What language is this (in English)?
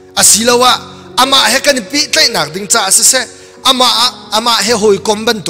Hakha Chin